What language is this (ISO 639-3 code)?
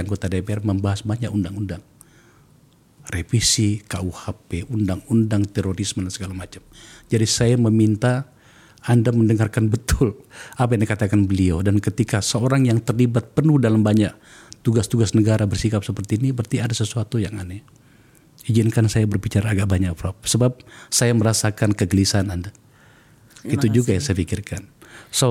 ind